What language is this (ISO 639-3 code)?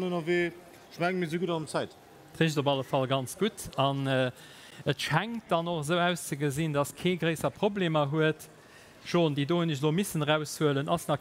ltz